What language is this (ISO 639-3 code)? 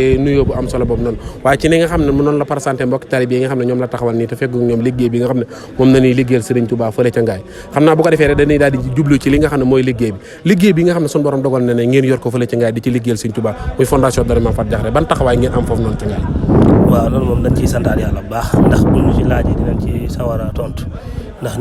wol